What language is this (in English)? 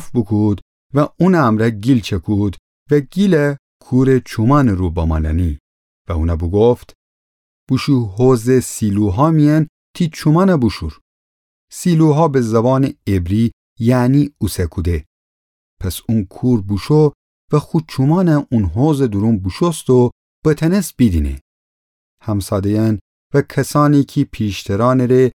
Gilaki